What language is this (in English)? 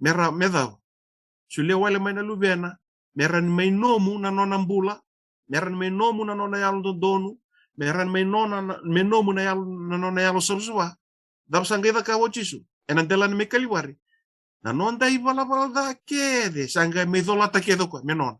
Fijian